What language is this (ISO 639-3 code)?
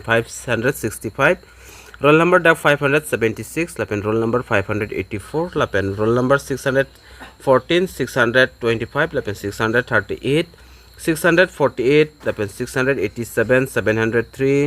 mjw